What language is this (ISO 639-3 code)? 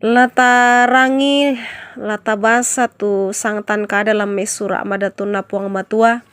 sda